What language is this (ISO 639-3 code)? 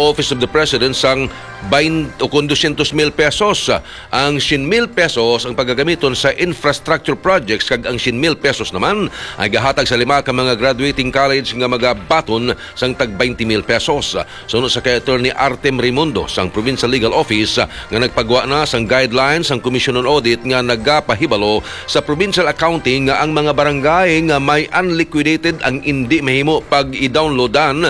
hil